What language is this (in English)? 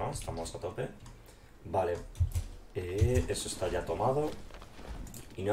Spanish